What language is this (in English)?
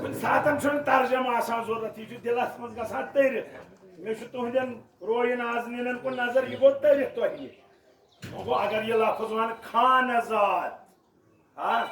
Kashmiri